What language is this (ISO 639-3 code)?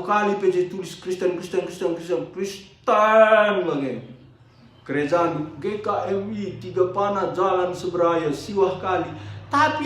btx